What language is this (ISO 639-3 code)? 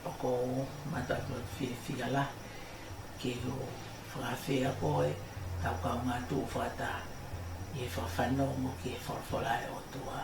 ton